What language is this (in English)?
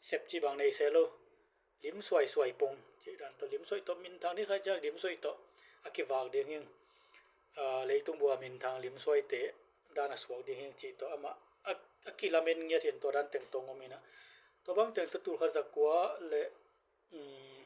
Tedim Chin